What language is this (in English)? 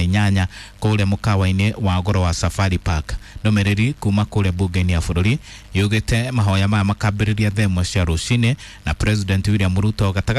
Kikuyu